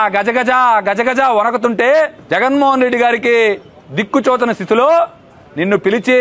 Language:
Telugu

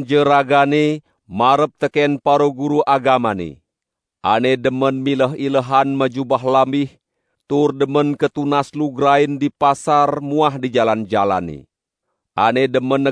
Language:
Balinese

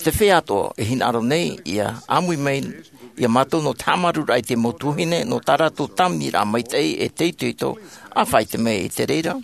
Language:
Tahitian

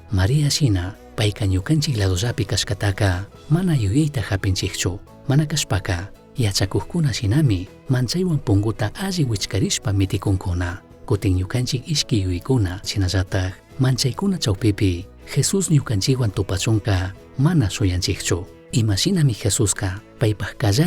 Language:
Chimborazo Highland Quichua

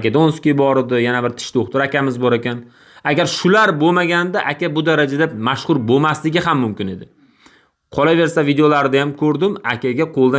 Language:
Uzbek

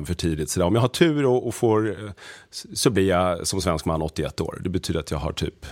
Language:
Swedish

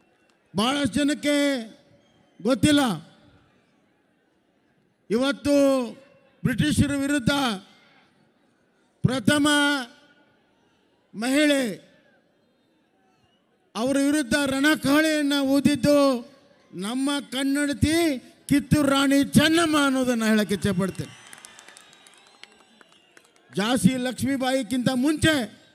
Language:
Kannada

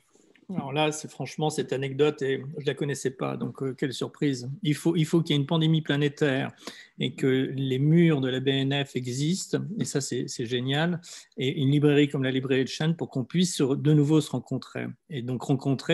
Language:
French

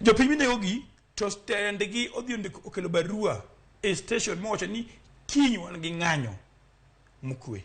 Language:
Luo (Kenya and Tanzania)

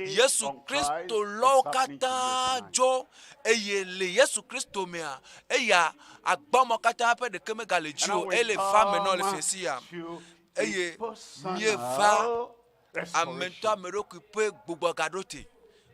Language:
Ewe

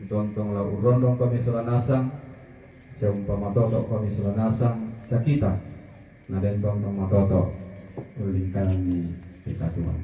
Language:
Toraja-Sa'dan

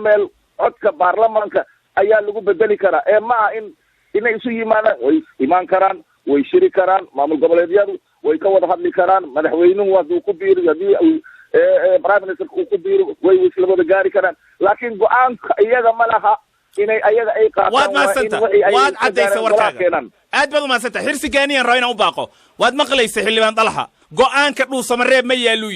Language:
Somali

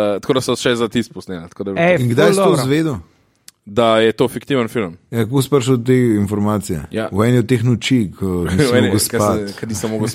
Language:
Slovenian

